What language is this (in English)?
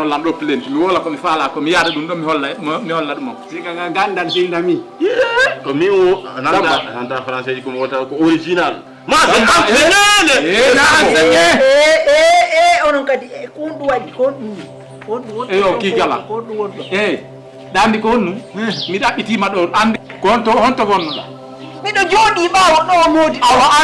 Fula